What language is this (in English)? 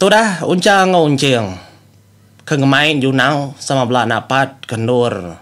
Iban